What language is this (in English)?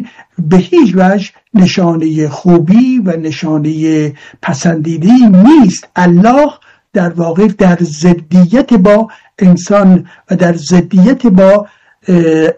Persian